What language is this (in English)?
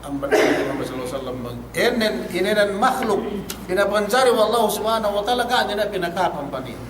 Yakan